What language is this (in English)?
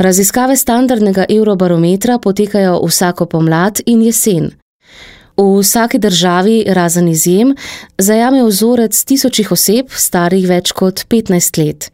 Slovenian